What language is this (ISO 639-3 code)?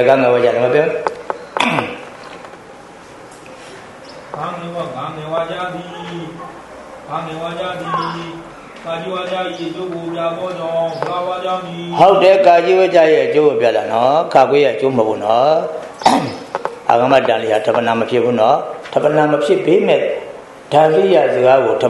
mya